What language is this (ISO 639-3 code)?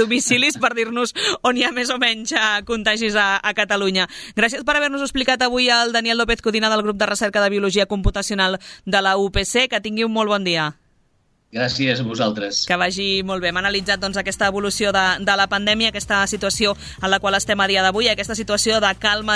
cat